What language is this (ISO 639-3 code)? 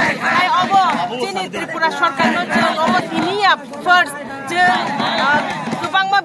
trp